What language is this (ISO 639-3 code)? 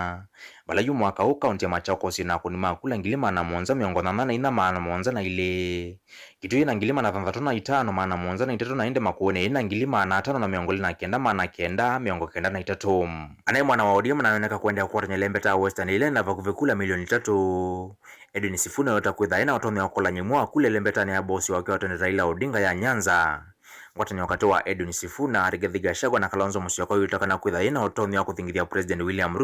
kam